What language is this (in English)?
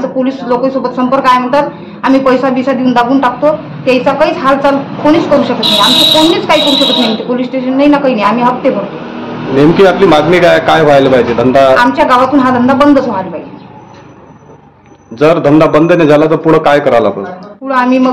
Marathi